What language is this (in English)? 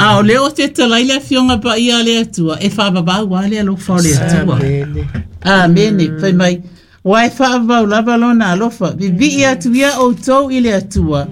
Samoan